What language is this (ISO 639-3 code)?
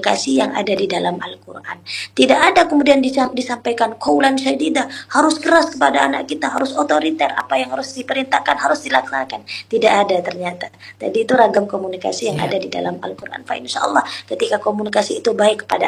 ind